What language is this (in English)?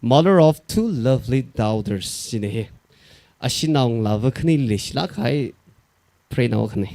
Tangkhul Naga (India)